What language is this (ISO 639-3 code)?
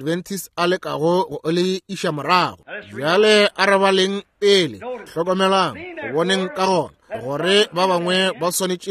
nso